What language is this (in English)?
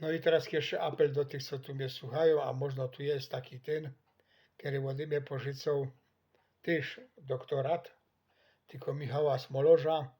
Silesian